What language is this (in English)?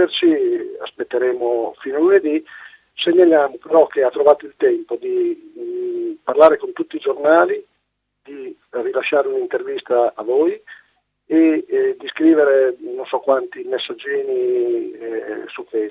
Italian